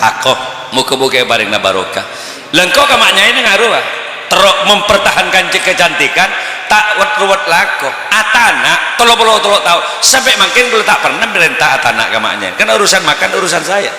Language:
Madurese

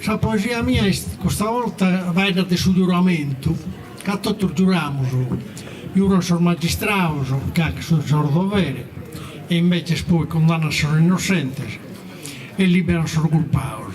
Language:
Sardinian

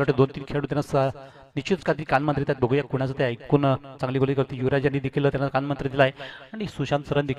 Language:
Marathi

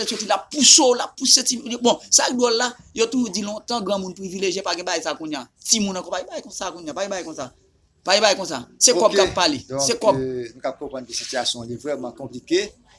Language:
Haitian Creole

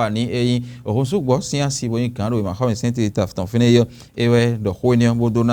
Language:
Fon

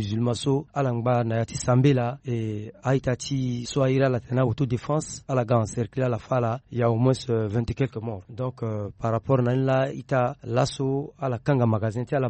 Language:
Sango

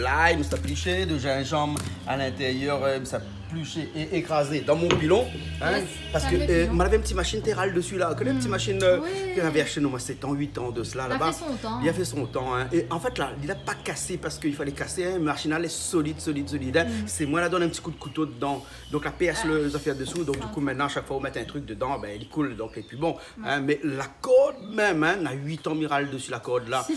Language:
Réunion Creole French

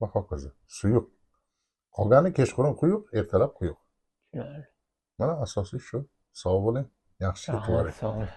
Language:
Uzbek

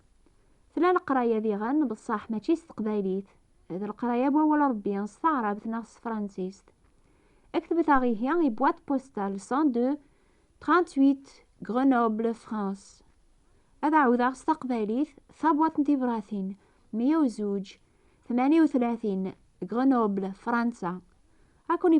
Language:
Kabyle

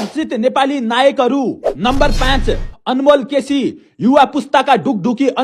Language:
Nepali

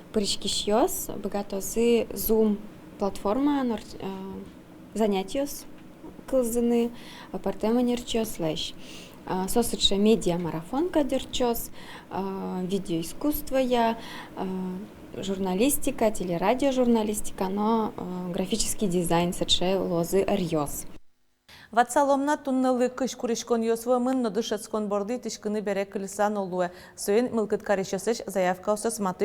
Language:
Udmurt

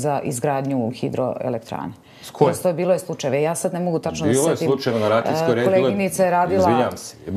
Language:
Serbian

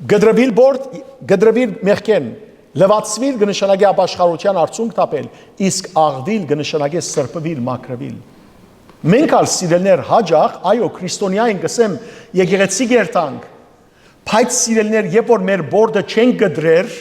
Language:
Western Armenian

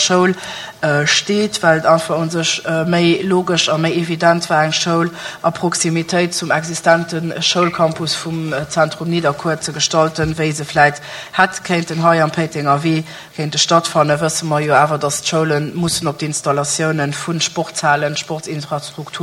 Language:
Luxembourgish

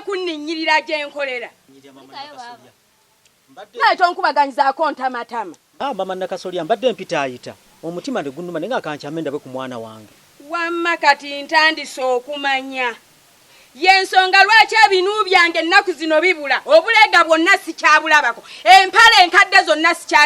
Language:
Ganda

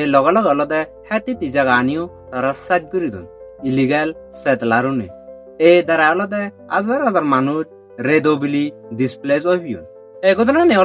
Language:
Chakma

